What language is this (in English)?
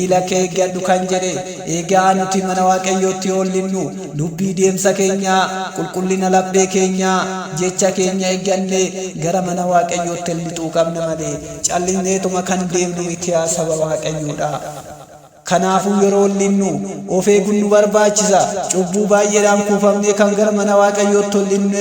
Oromo